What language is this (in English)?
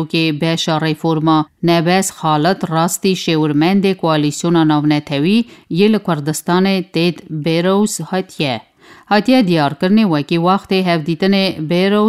Kurdish